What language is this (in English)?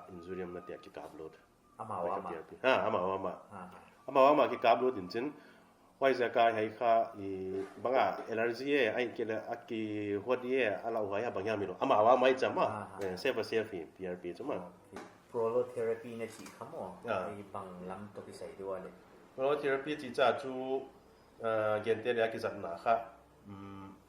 Paite Chin